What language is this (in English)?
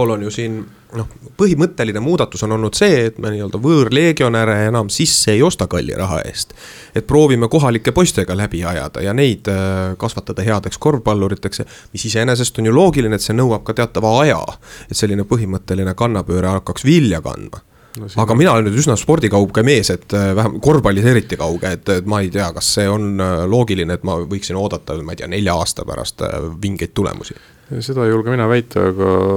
Estonian